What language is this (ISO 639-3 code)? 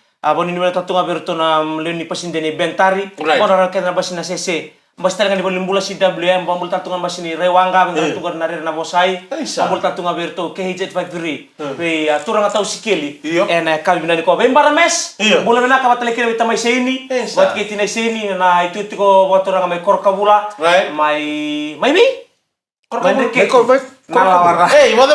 fij